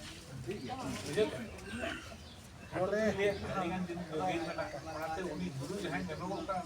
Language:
Santali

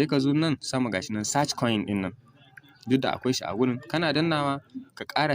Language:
Hausa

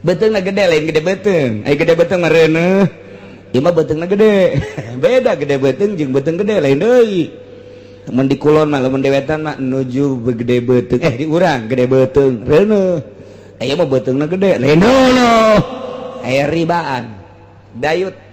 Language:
Sundanese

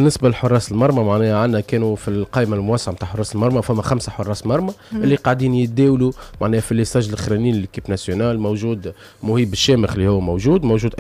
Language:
Tunisian Arabic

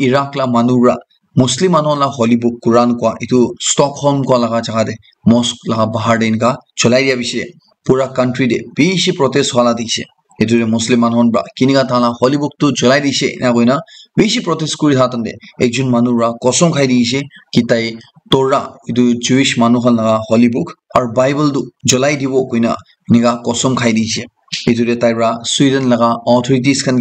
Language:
Naga Pidgin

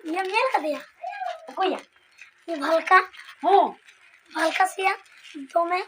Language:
Santali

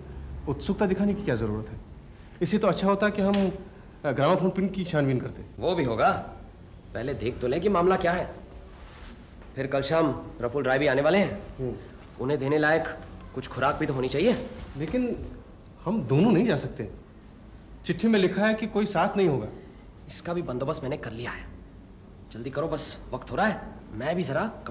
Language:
Hindi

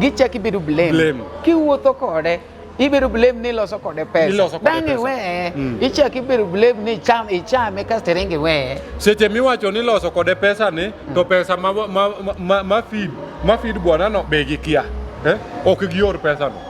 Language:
Luo (Kenya and Tanzania)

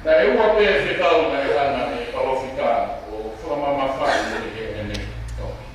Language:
Tongan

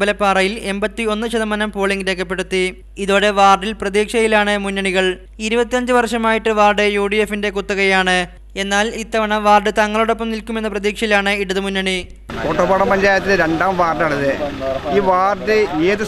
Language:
Malayalam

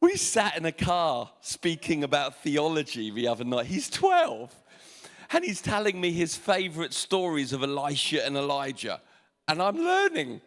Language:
English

